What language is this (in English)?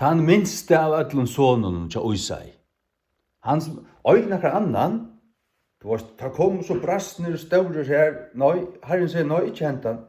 Faroese